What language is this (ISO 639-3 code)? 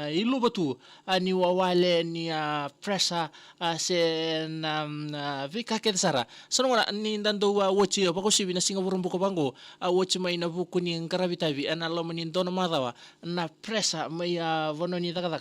fij